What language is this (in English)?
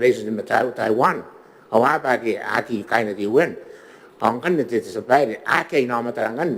Gilbertese